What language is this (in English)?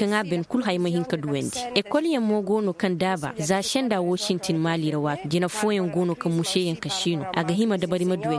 Zarma